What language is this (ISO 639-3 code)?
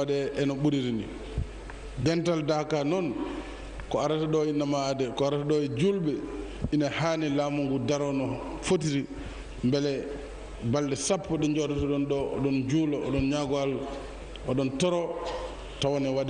ful